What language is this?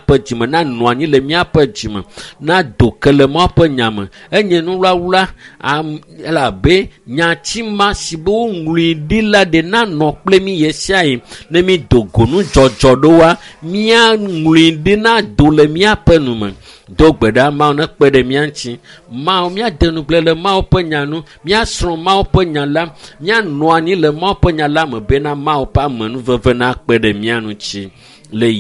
Ewe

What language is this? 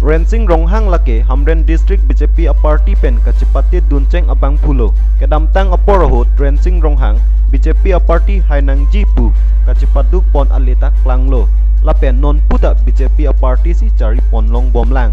Karbi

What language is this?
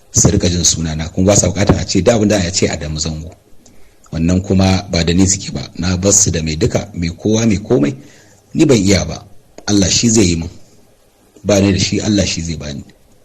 Hausa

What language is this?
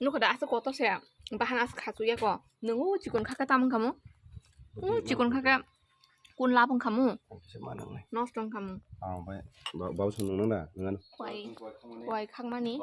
Kok Borok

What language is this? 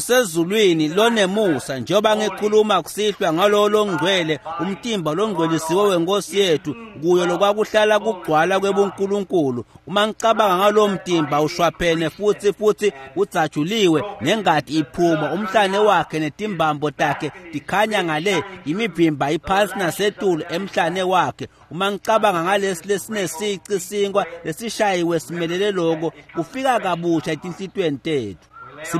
Swati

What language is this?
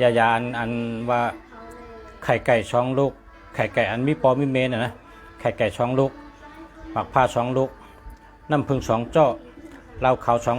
Shan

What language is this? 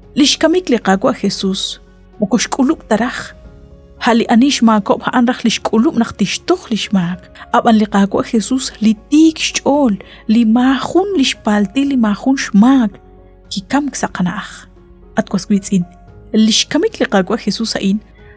Kekchí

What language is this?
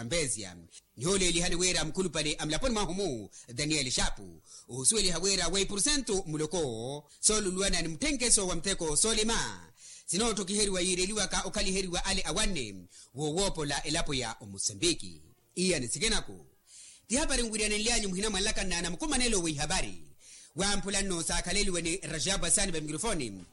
Makhuwa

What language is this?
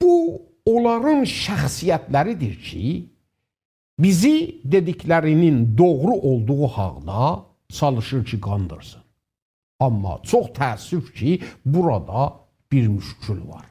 South Azerbaijani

